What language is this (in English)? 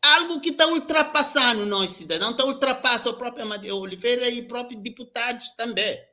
Kabuverdianu